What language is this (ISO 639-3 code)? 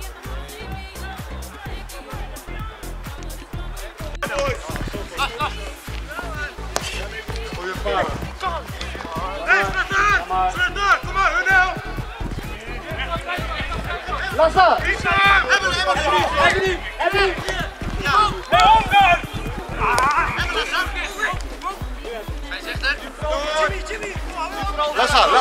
nld